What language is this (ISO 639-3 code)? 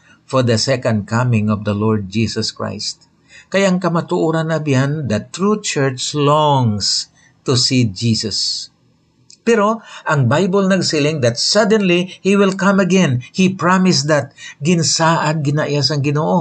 hil